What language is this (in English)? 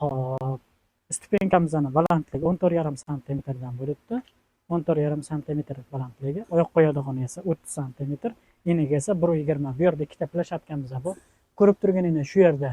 Uzbek